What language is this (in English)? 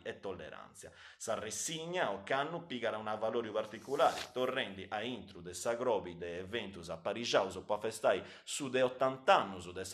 Sardinian